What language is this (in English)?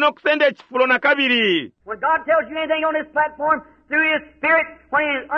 Bemba